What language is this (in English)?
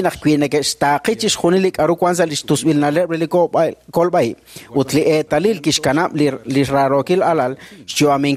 Kekchí